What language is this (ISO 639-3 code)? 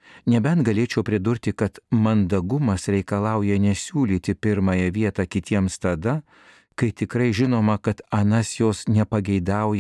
lit